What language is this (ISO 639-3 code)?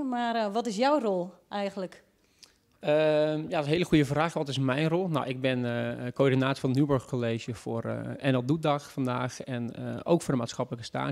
nld